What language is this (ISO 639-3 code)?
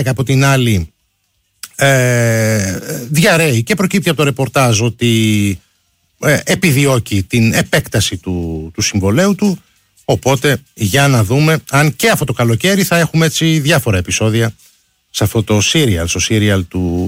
ell